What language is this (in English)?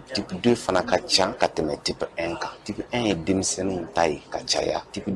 Bambara